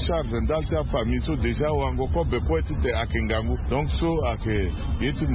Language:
Sango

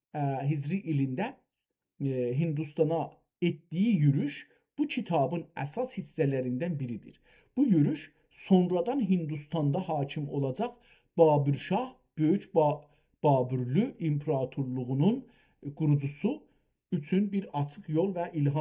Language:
South Azerbaijani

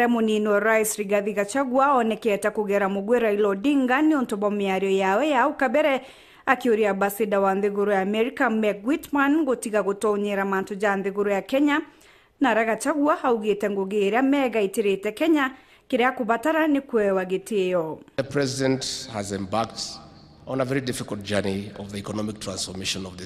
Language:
Meru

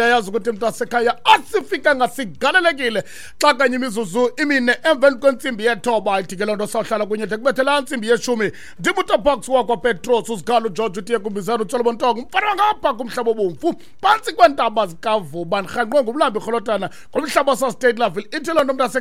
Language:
Xhosa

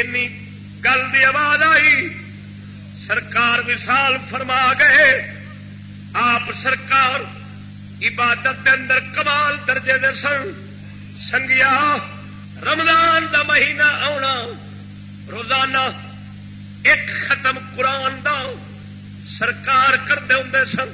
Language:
Saraiki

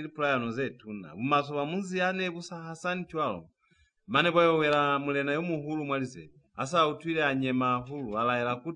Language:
Lozi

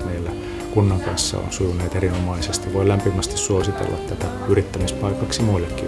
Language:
Finnish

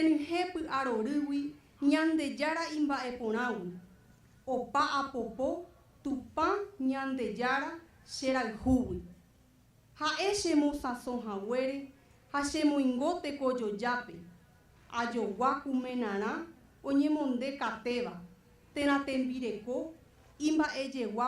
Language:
Guarani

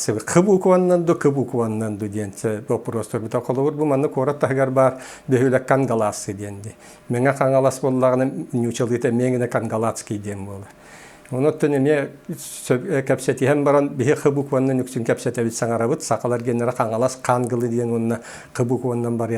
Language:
Yakut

